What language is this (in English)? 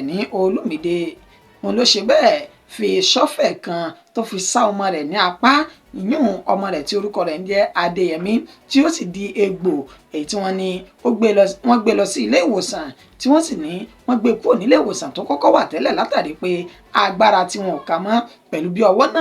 Yoruba